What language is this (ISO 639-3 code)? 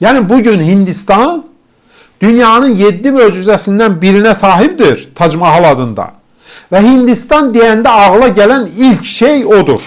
aze